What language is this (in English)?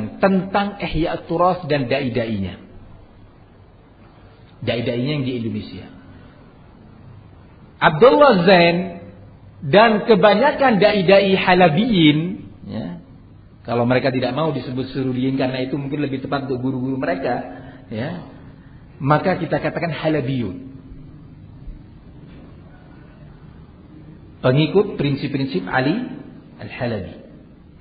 Indonesian